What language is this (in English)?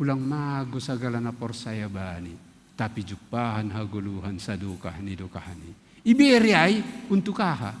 Batak Simalungun